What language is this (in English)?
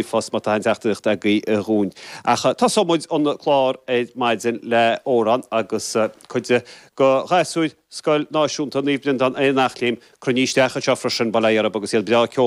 Irish